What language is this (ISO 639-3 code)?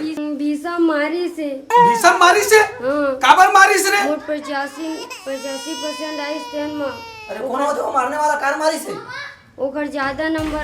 hne